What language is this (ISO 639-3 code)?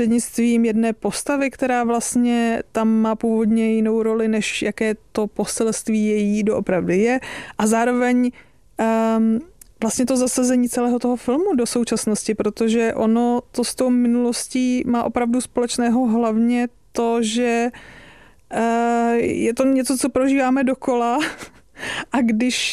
ces